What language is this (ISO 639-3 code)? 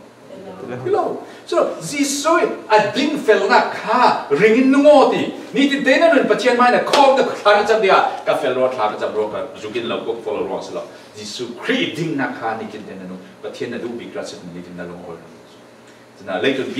cfm